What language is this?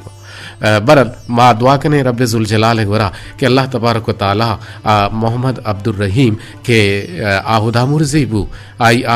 Eastern Balochi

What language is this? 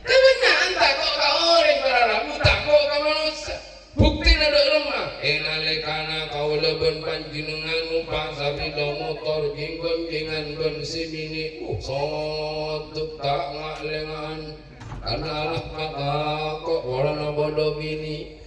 Madurese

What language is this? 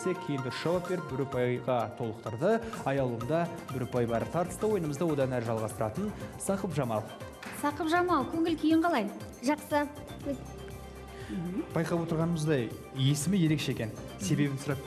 Kazakh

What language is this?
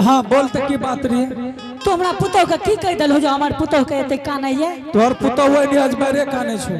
Angika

